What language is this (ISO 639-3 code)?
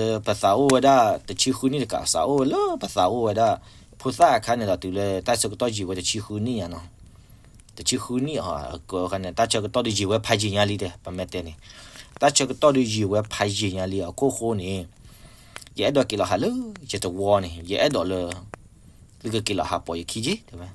ksw